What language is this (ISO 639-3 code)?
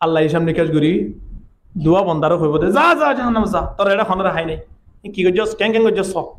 rhg